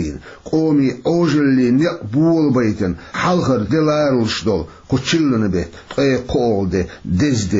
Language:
Chechen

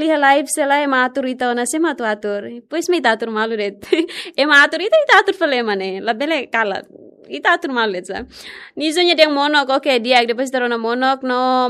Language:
Tetum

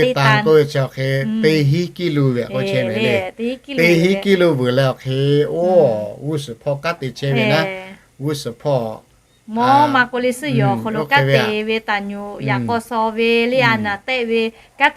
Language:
Lahu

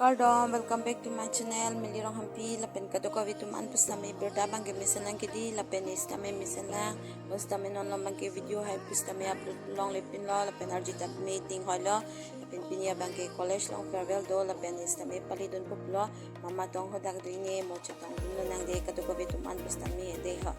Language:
Karbi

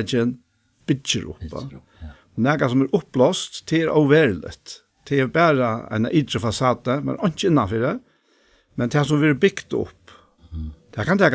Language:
Faroese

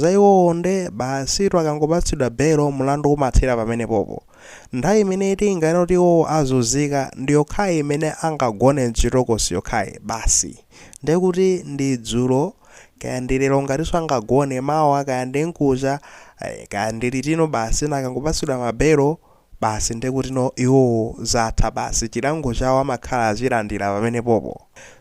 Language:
Nyanja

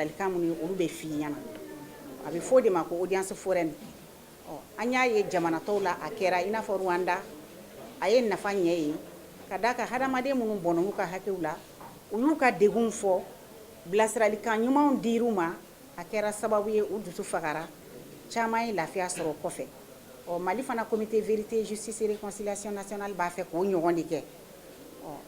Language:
Bambara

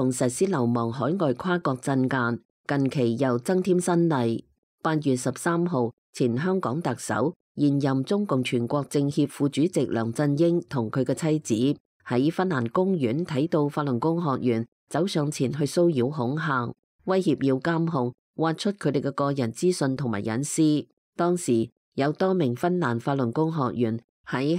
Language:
Cantonese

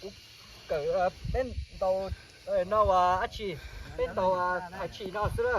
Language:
Hmong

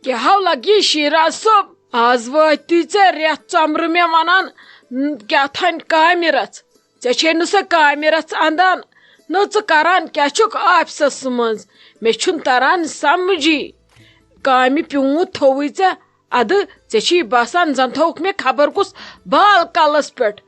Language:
Kashmiri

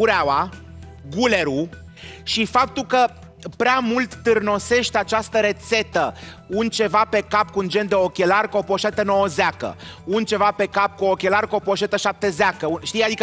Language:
Romanian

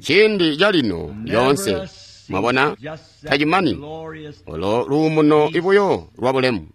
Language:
Tonga (Zambia)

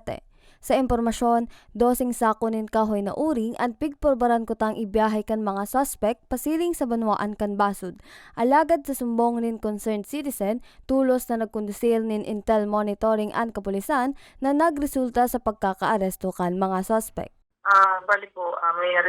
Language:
Bikol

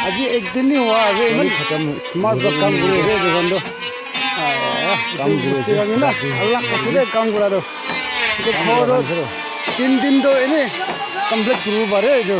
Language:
Naga Pidgin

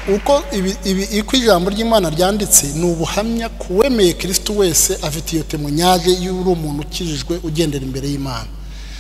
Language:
Kinyarwanda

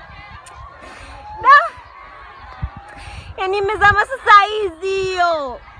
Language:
Swahili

